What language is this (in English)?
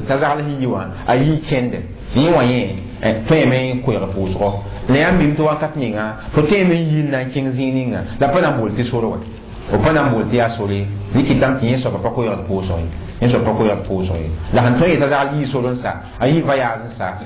Mossi